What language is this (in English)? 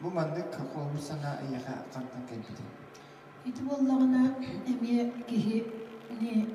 Yakut